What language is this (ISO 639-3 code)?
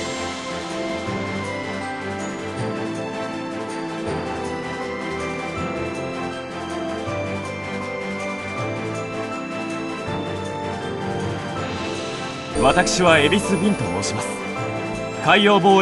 jpn